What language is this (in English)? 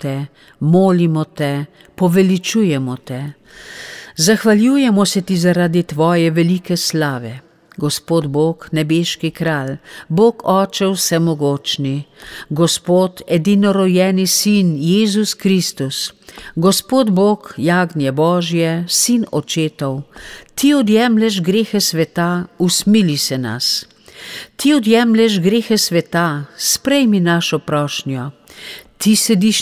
Slovenian